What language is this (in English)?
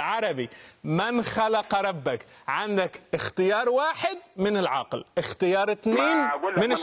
Arabic